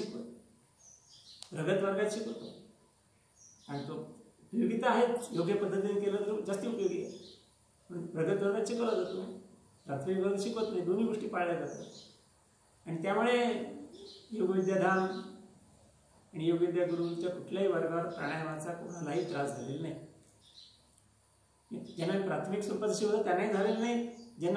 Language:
Marathi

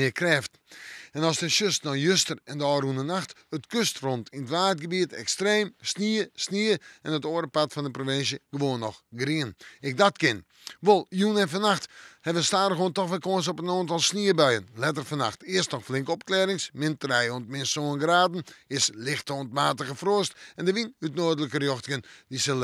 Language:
Western Frisian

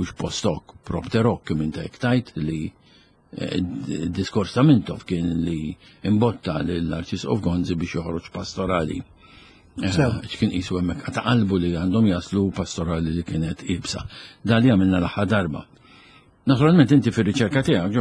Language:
Maltese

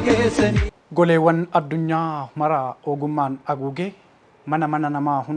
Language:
Oromo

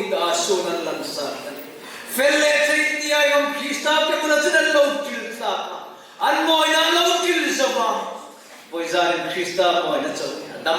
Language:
Hmar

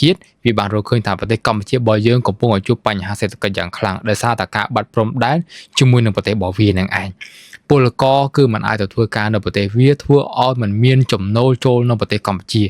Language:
Khmer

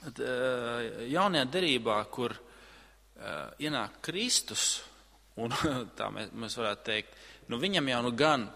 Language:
Latvian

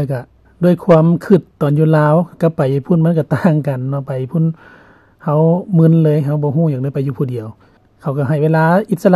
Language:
Lao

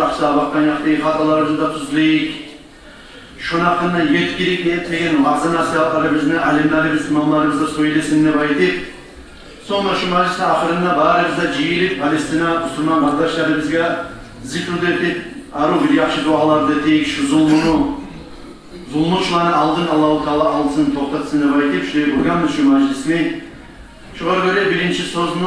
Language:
Kumyk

